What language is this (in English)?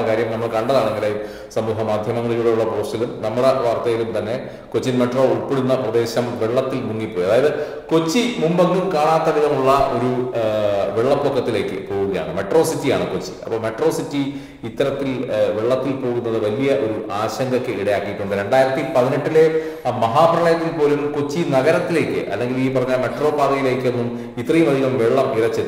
Malayalam